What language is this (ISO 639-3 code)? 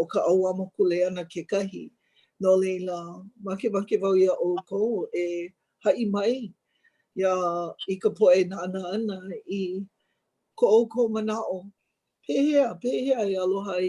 haw